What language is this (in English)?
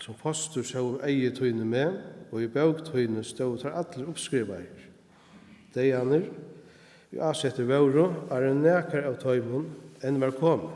Faroese